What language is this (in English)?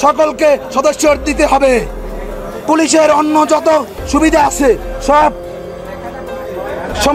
Bangla